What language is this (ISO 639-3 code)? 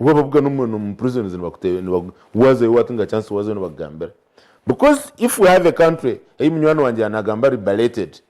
nyn